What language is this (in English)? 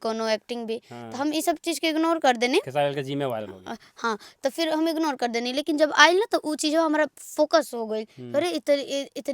Bhojpuri